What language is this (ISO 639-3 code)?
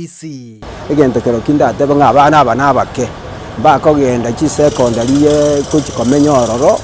guz